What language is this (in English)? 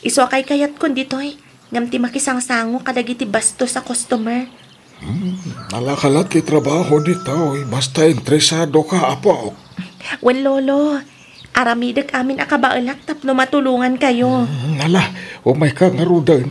Iloko